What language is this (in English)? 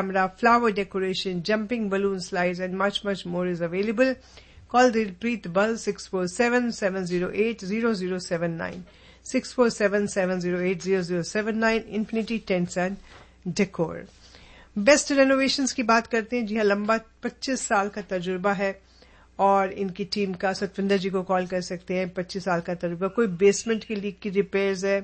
Hindi